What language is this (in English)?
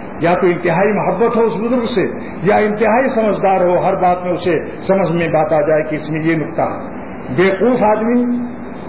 Urdu